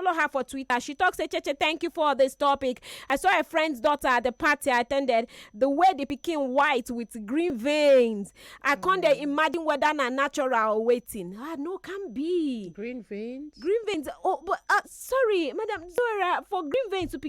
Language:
Nigerian Pidgin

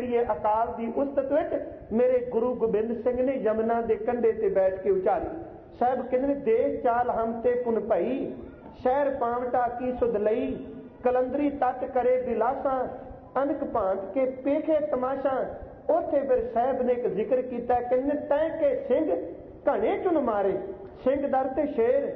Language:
Punjabi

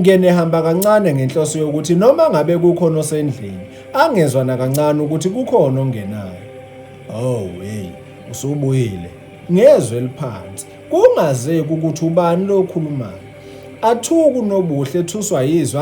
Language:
Zulu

